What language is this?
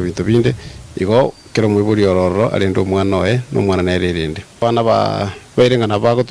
Gusii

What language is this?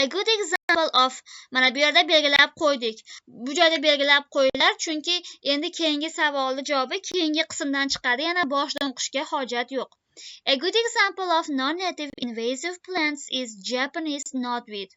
Uzbek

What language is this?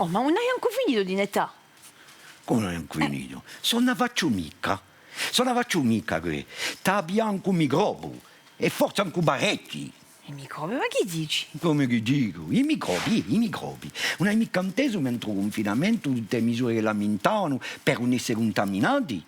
Corsican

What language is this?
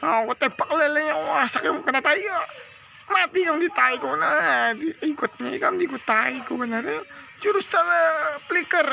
Banjar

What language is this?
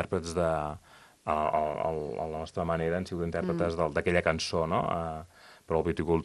Catalan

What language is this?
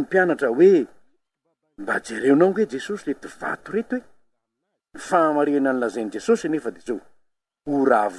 Malagasy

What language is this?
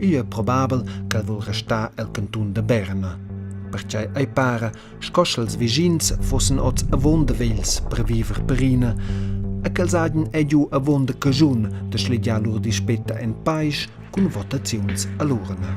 Romansh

